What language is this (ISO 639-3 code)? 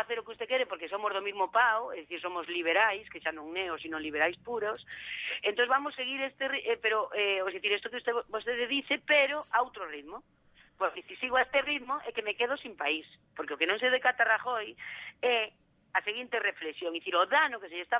glg